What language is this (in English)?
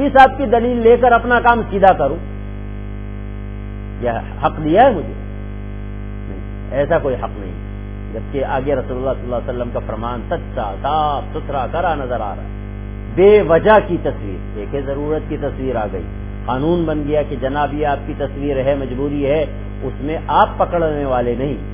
Urdu